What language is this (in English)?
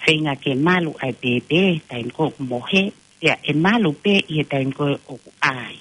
Tongan